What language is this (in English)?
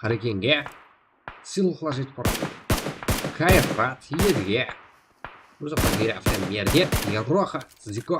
Kara-Kalpak